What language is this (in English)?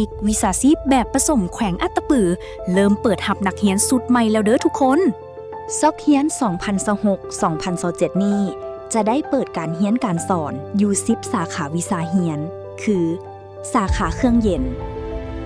Lao